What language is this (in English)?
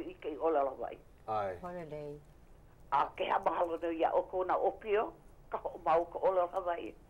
Hawaiian